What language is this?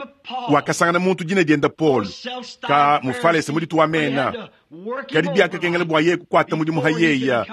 Luba-Lulua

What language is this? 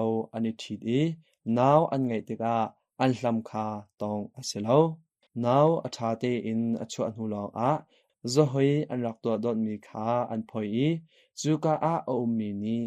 Hakha Chin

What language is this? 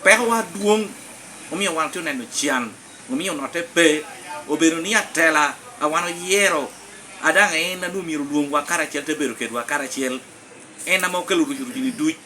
Lango (Uganda)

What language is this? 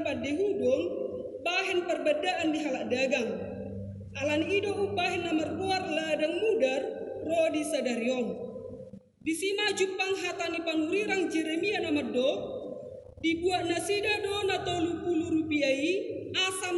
Batak Toba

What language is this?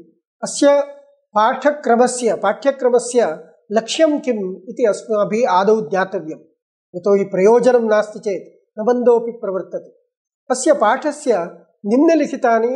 Sanskrit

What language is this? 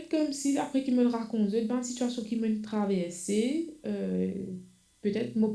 Morisyen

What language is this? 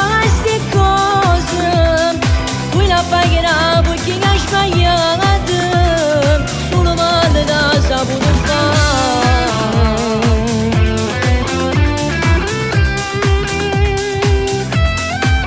Italian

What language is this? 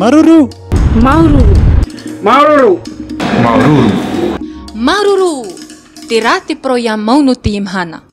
Tahitian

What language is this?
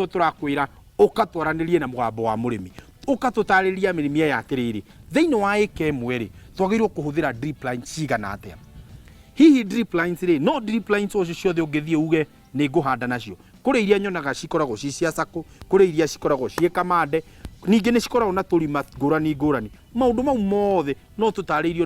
Kikuyu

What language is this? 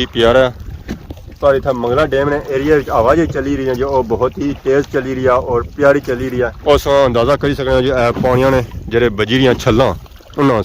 Pahari-Potwari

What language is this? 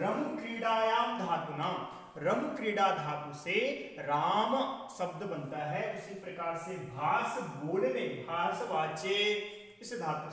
Hindi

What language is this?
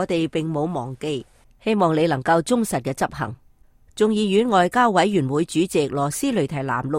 Cantonese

